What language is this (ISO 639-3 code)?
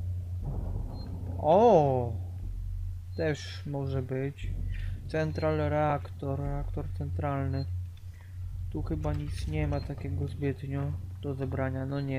pol